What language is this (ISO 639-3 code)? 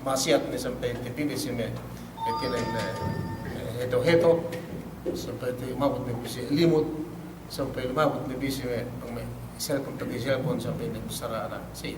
yka